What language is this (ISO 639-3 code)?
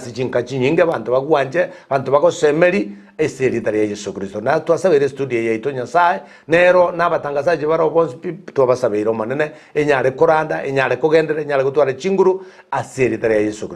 guz